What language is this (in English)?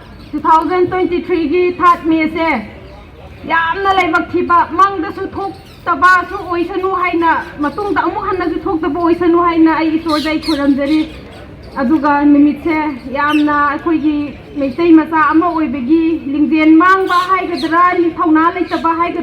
Manipuri